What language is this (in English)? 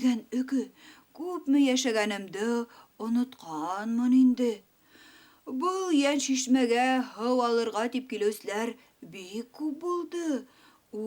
Bashkir